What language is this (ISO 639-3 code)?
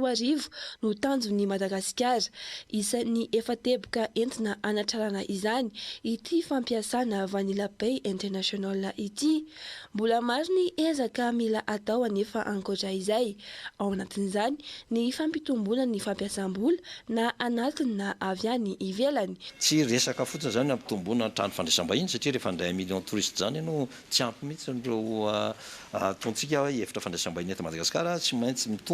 mlg